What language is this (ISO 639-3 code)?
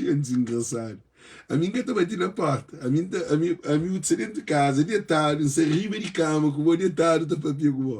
kea